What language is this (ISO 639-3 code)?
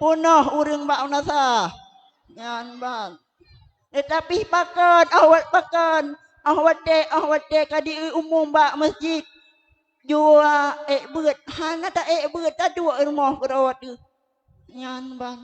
ace